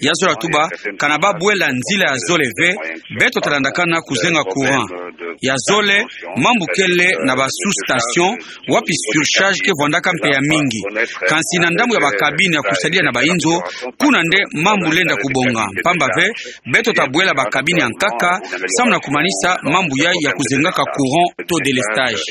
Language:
Kituba (Democratic Republic of Congo)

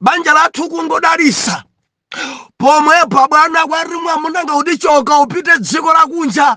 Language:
Nyanja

